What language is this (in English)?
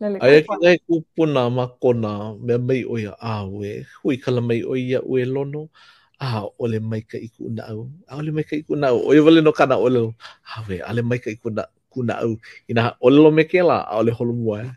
Hawaiian